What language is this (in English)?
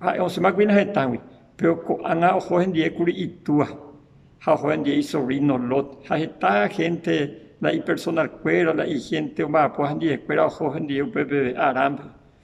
Guarani